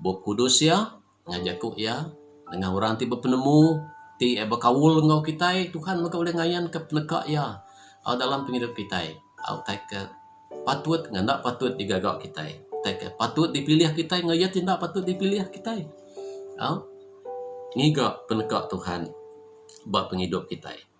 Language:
Iban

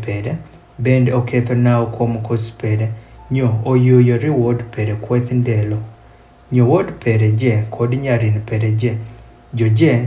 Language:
Adhola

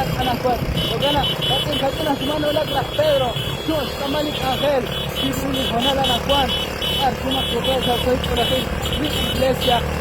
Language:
Kekchí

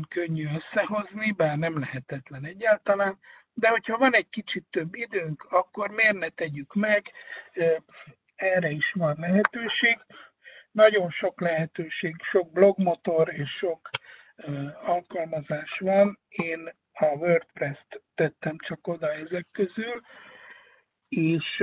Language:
Hungarian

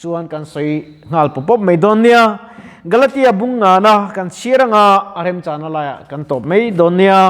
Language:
Mizo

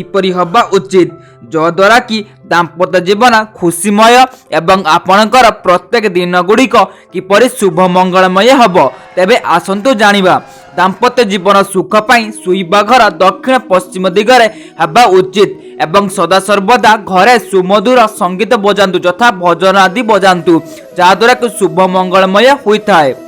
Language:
Odia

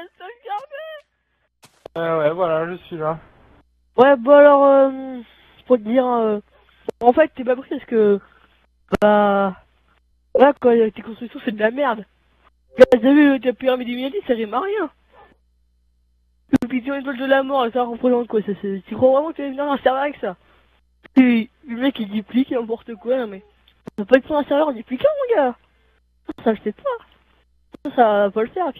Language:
French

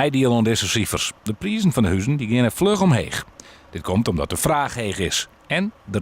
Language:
Western Frisian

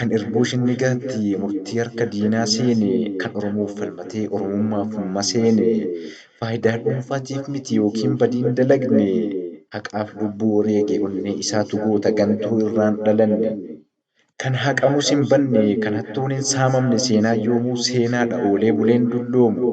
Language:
Oromo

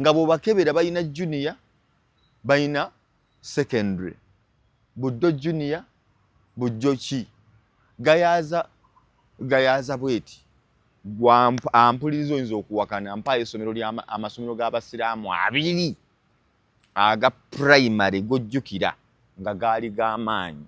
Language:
Ganda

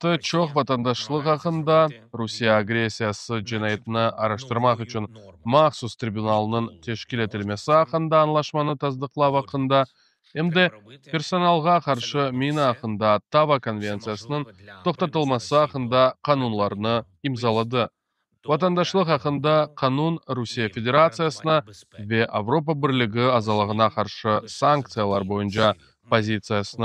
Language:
Crimean Tatar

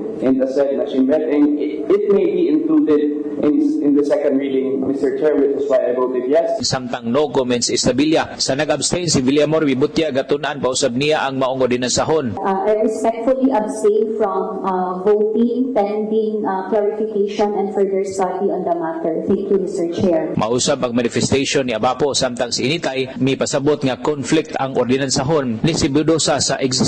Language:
Cebuano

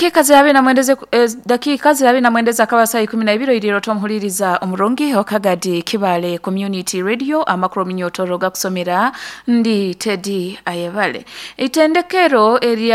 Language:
Nyoro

